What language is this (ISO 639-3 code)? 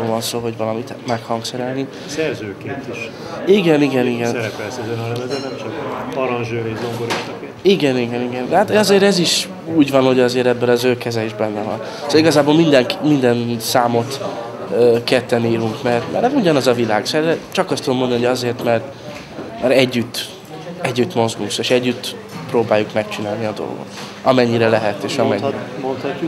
hun